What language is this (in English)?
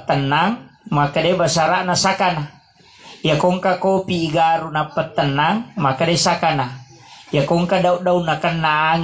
Buginese